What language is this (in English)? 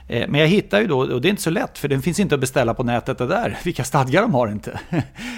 Swedish